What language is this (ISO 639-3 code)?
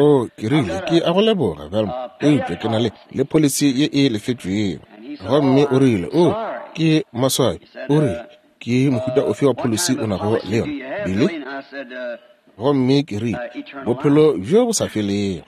nso